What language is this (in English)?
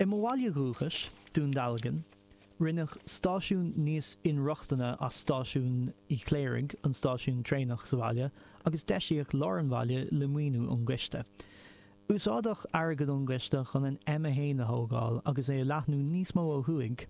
Irish